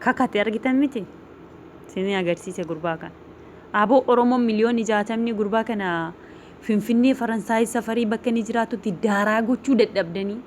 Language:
Oromo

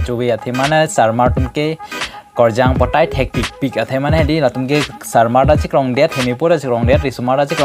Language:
Karbi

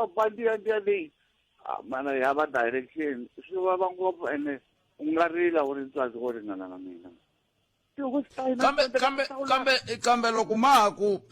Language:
Tsonga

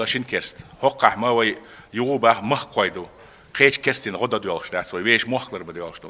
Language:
Chechen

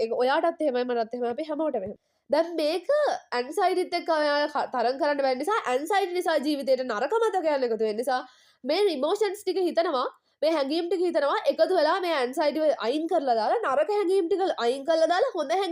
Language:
Sinhala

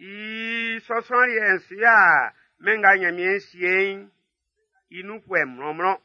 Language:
Baoulé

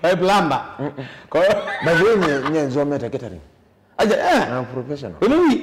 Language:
Kamba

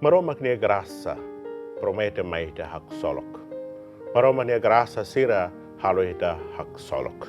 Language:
Tetum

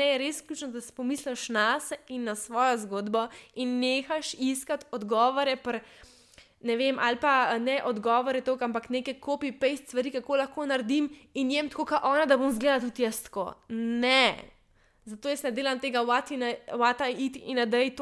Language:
Slovenian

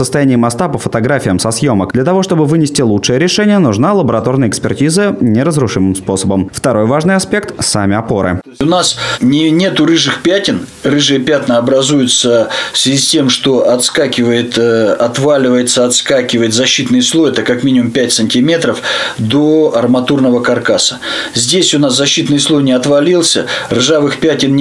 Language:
Russian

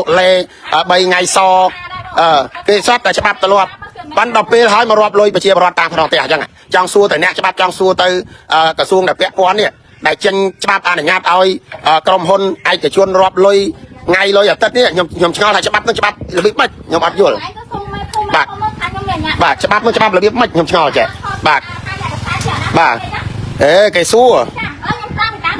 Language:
Khmer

